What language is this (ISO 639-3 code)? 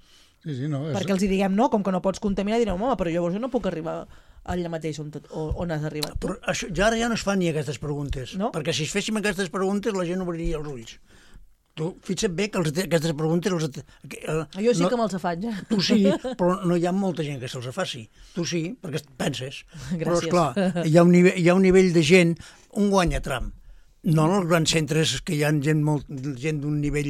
cat